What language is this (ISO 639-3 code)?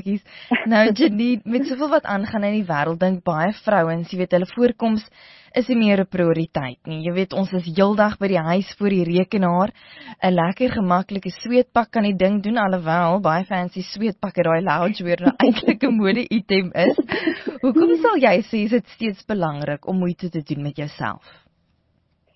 afr